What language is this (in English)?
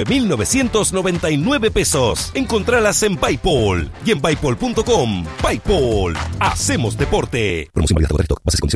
Spanish